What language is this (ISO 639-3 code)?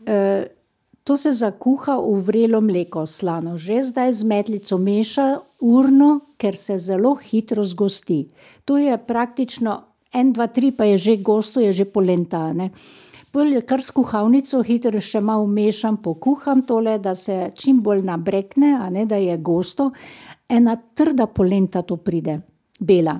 slv